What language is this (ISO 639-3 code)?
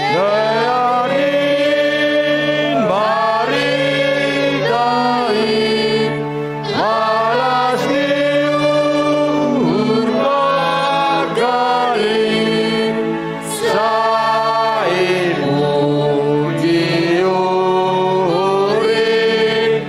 bts